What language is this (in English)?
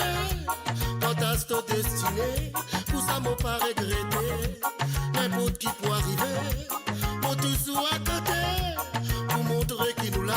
Morisyen